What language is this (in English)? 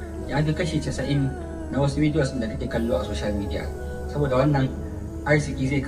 Hausa